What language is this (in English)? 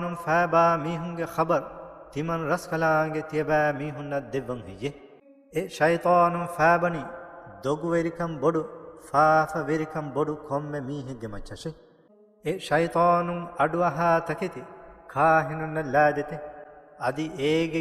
Divehi